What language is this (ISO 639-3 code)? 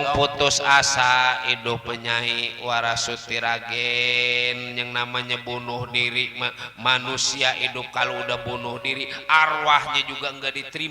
bew